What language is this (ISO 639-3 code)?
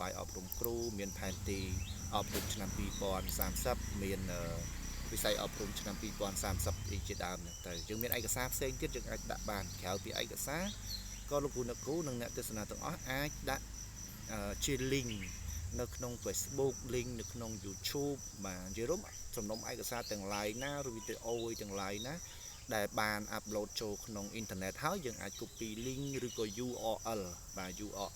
khm